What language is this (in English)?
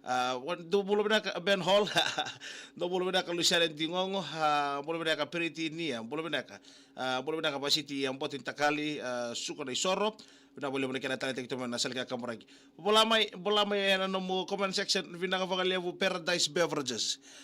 Fijian